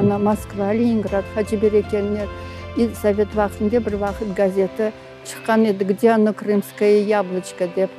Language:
Crimean Tatar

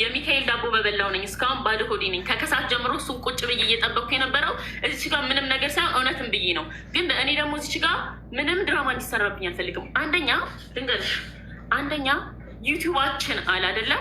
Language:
Amharic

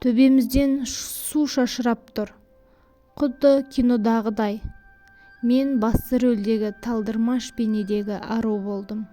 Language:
Kazakh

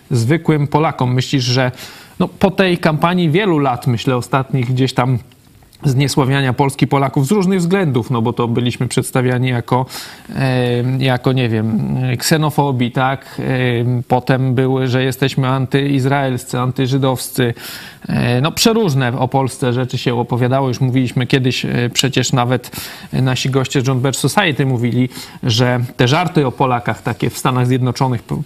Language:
Polish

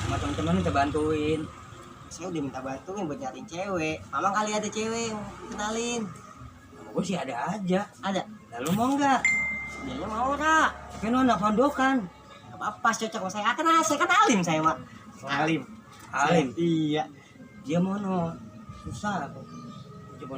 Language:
Betawi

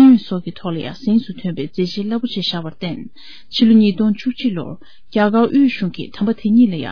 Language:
Tibetan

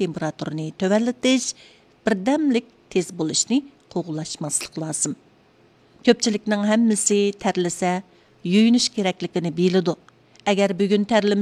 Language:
Uyghur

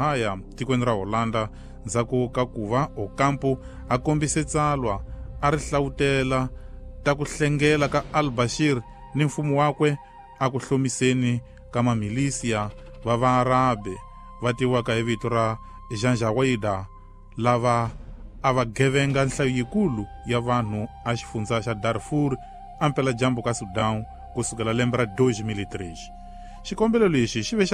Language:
Tsonga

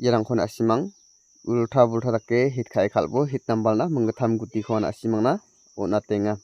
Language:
Garo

